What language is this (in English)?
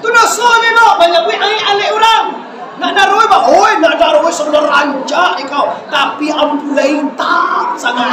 Minangkabau